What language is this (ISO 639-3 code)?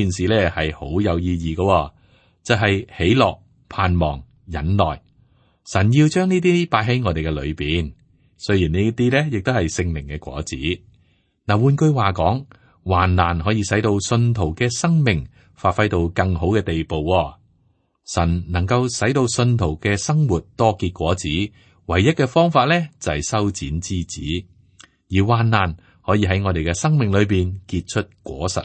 yue